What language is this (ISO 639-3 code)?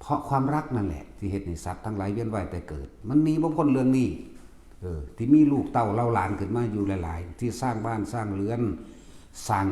tts